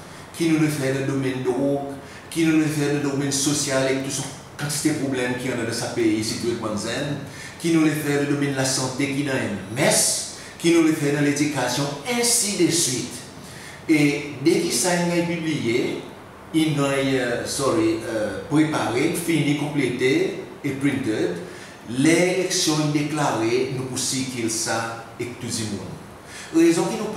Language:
Seselwa Creole French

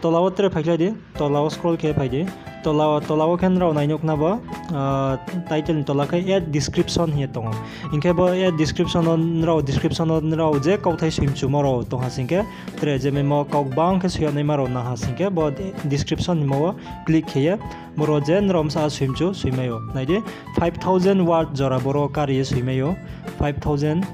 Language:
Riang (India)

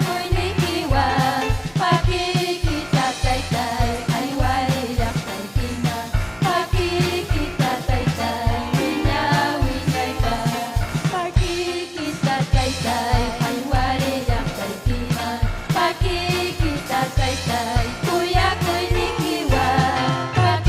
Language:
Ayacucho Quechua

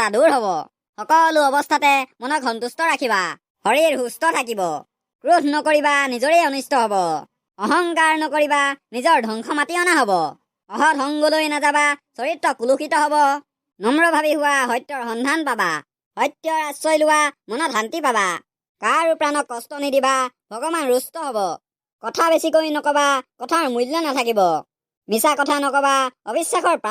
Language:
Assamese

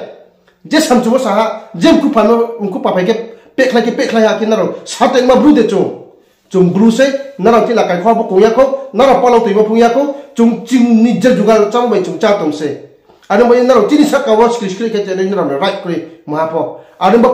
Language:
Riang (India)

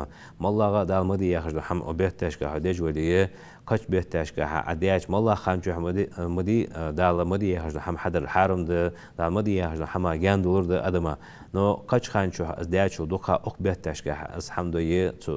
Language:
Ingush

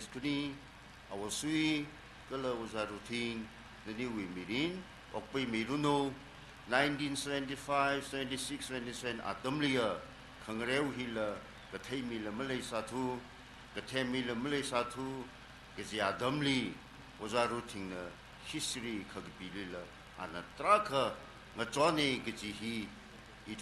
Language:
Tangkhul Naga (India)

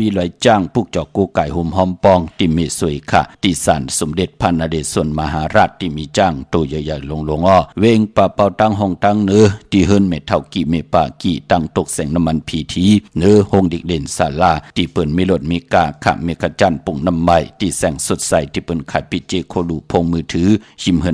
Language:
Shan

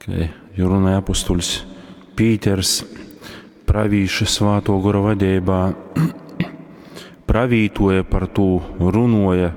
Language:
Latgalian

